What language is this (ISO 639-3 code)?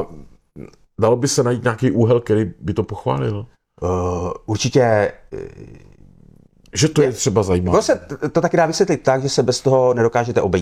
ces